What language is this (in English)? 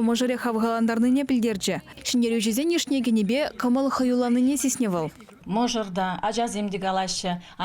Chuvash